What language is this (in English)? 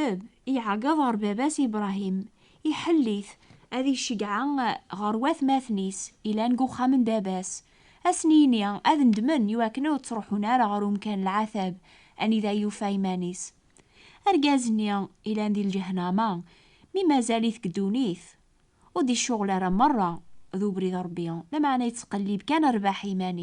Kabyle